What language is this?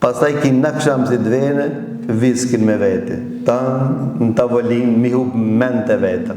Albanian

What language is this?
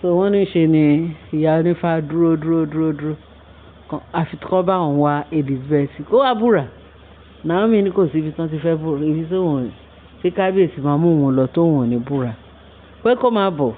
Yoruba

